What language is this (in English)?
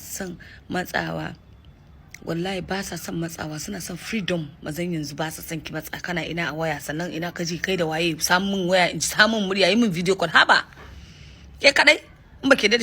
Hausa